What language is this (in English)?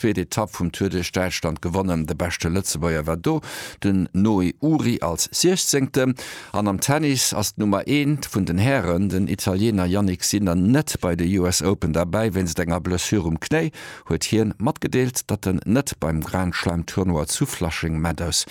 Luxembourgish